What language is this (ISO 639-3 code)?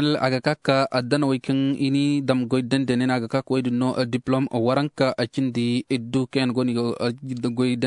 dje